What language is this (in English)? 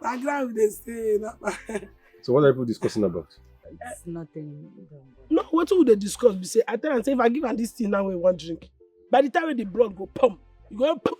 Nigerian Pidgin